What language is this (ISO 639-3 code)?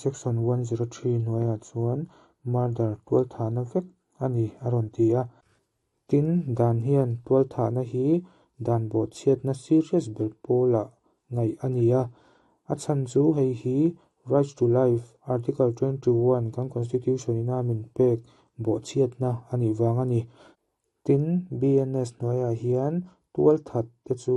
lus